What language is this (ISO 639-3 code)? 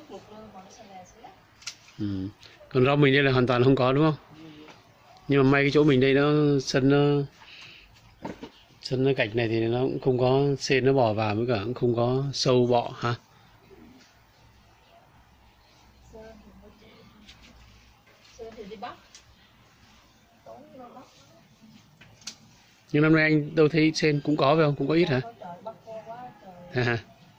vie